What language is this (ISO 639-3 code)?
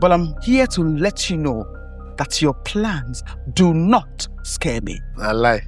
pcm